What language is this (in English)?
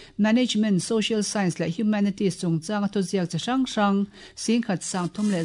Mizo